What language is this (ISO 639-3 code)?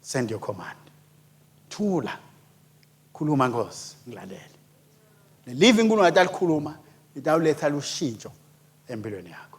ssw